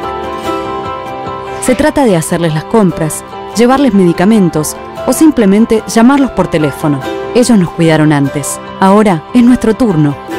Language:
Spanish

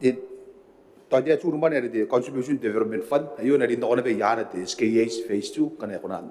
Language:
Gilbertese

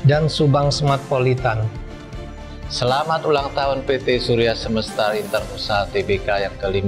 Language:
Indonesian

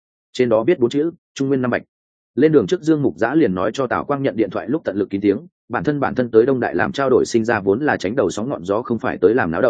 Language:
Vietnamese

